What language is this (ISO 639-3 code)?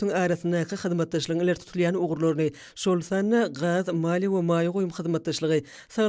tuk